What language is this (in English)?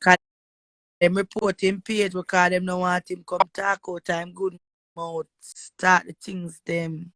Jamaican Creole English